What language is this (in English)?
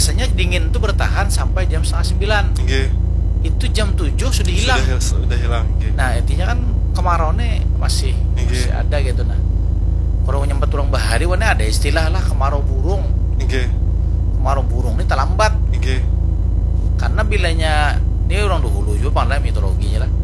Banjar